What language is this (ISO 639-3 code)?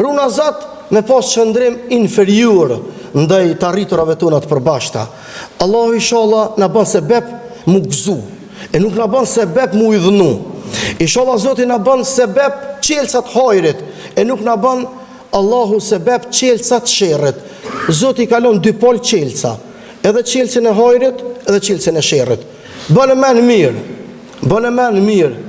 sqi